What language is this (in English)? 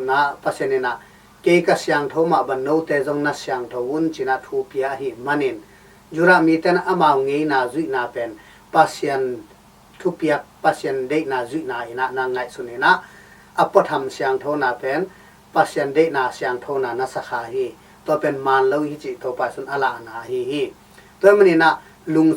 Tedim Chin